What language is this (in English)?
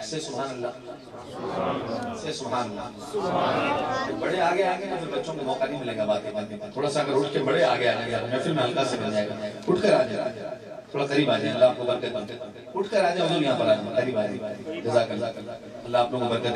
Urdu